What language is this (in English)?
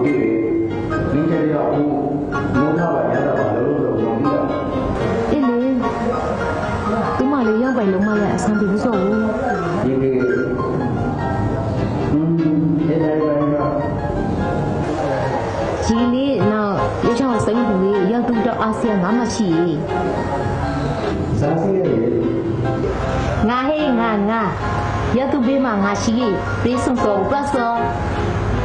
Burmese